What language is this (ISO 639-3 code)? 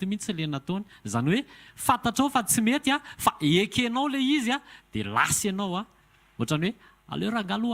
mlg